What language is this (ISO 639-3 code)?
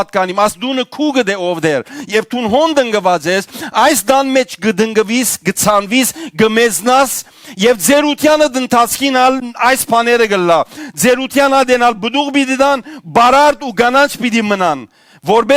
hyw